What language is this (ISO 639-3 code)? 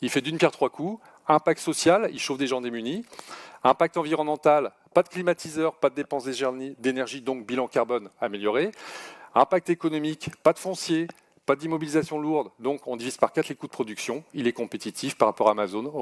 fra